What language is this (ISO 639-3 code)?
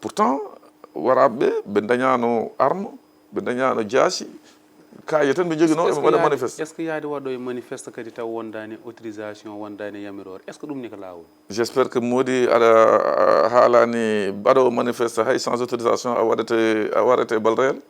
ful